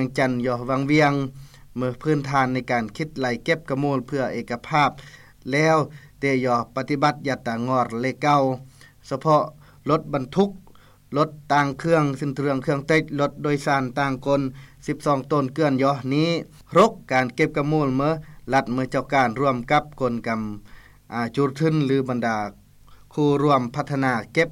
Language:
Lao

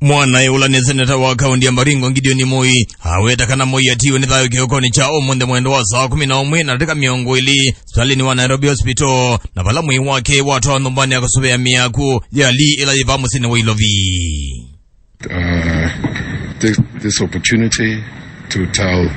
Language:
Kamba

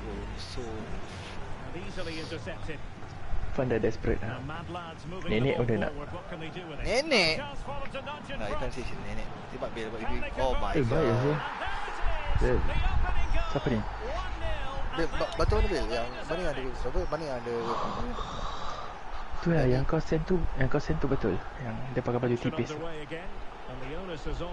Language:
Malay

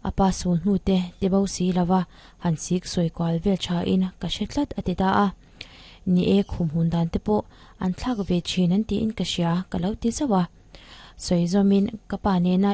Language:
Mizo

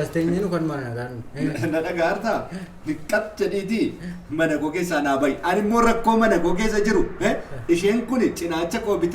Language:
Oromo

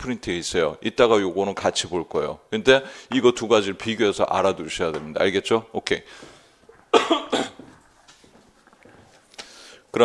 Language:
Korean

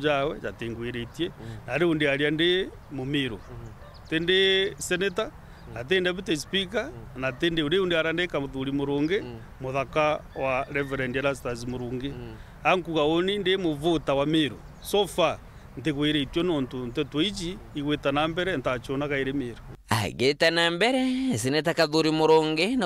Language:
Meru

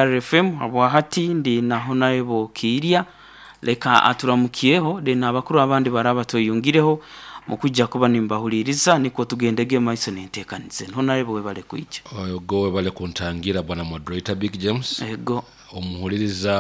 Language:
Nyoro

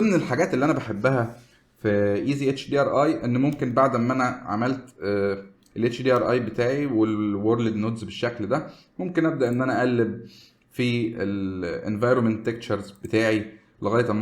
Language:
Egyptian Arabic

